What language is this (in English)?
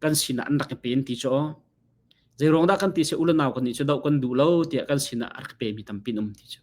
Hakha Chin